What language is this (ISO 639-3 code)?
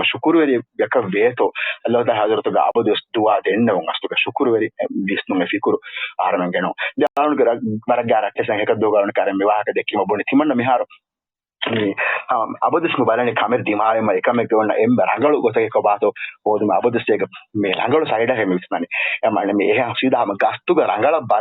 div